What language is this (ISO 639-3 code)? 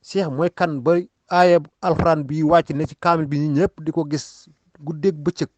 wol